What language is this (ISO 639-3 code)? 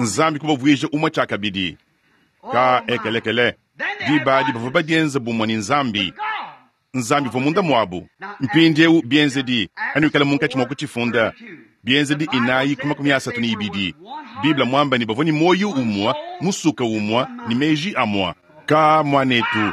lua